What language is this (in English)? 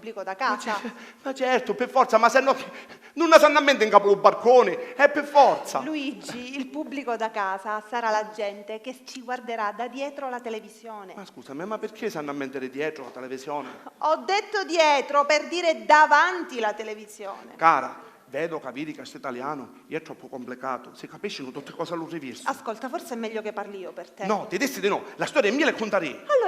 Sicilian